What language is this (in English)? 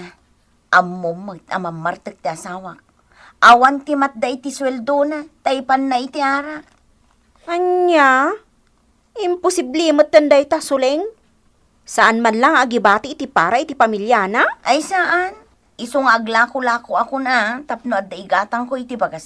Iloko